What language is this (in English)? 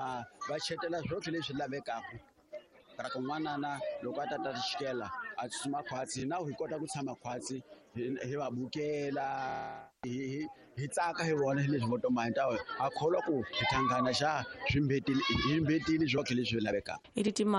Tsonga